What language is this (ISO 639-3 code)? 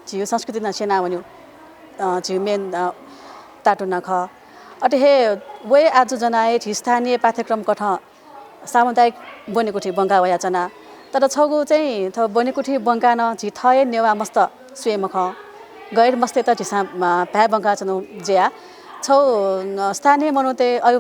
new